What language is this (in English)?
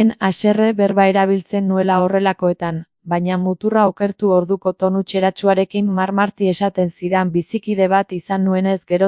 Basque